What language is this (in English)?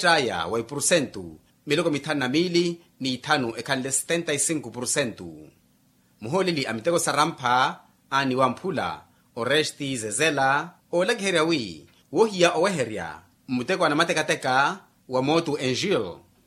Makhuwa